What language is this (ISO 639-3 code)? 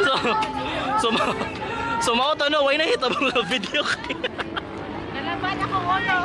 ceb